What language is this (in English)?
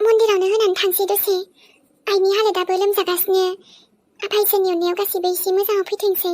Bodo